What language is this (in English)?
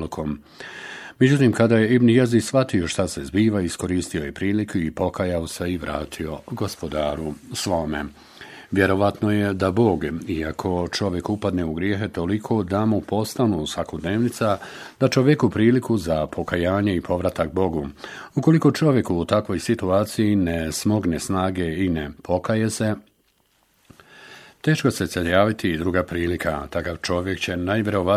Bosnian